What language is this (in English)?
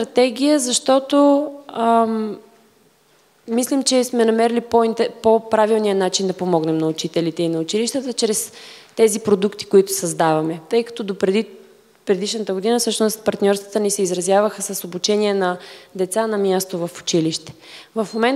Bulgarian